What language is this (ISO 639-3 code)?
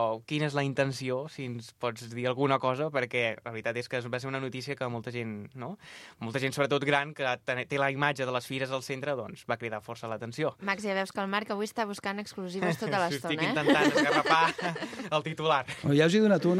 cat